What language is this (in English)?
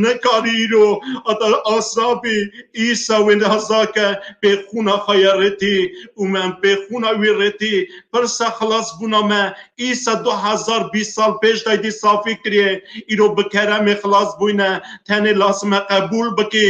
Kurdish